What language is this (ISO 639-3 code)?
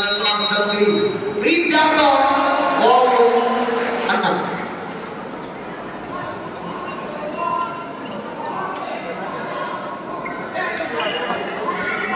ind